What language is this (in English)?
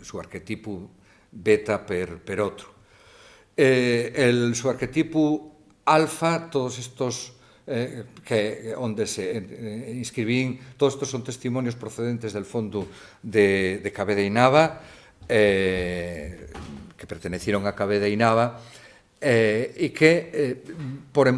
Asturian